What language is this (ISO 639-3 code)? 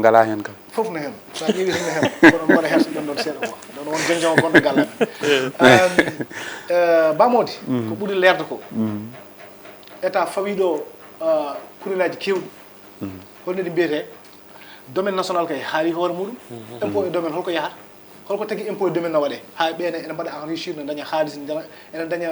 ful